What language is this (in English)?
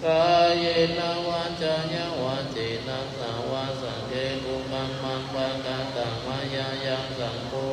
Pali